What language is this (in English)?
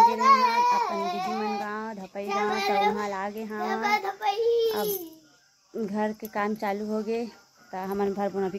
Chhattisgarhi